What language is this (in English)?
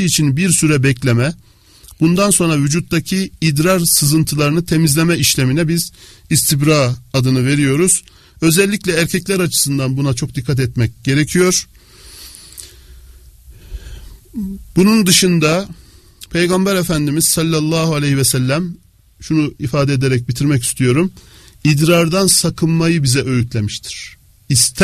Turkish